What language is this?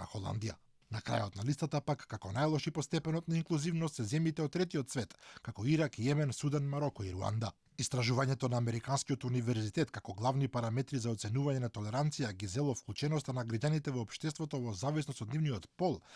Macedonian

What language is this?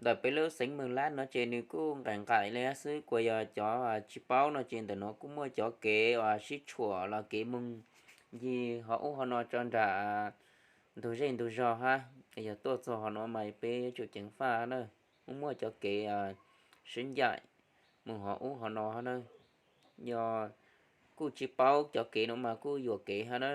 Hmong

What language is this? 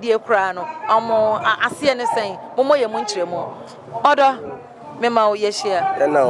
Akan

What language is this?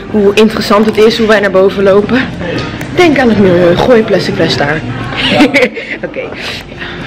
Dutch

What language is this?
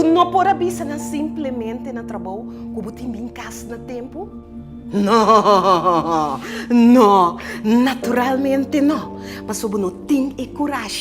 Papiamento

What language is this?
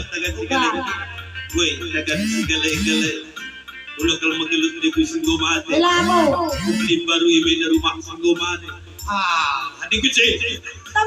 Batak Karo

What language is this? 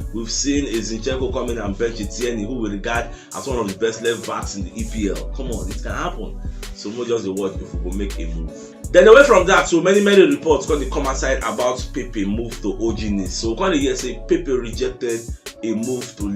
Nigerian Pidgin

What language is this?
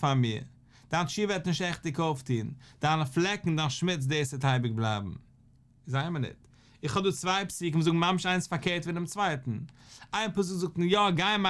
Yiddish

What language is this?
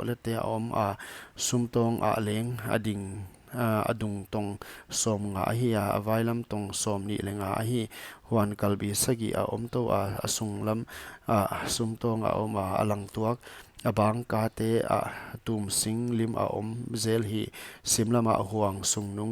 Paite Chin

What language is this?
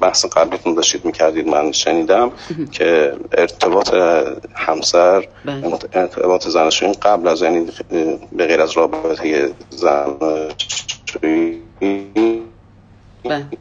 Persian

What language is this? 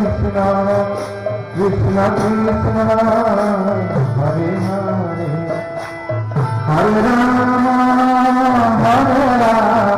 Odia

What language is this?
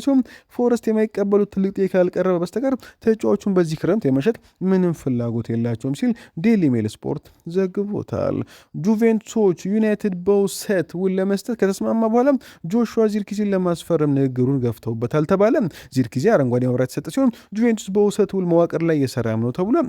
Amharic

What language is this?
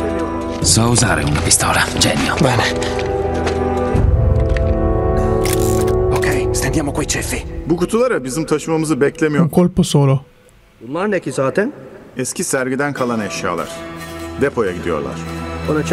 Italian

